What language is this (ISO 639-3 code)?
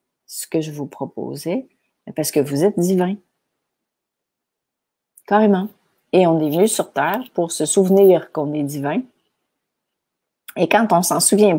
fra